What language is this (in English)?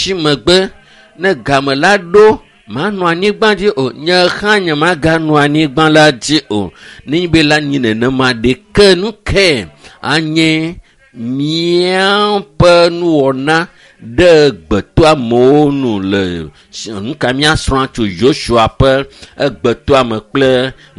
Ewe